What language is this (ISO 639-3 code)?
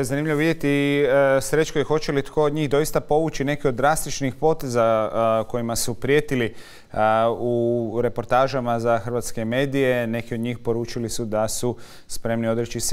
hrv